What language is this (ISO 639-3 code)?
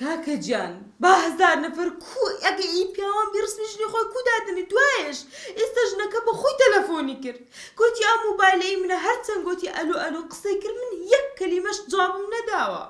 ckb